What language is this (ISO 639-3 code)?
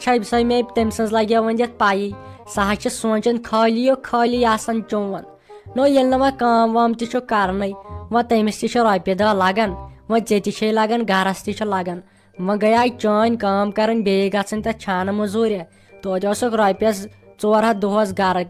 kas